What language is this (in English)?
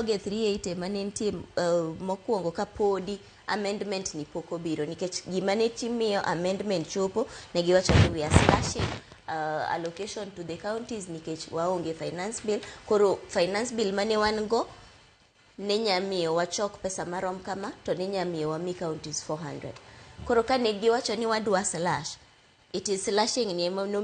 Luo (Kenya and Tanzania)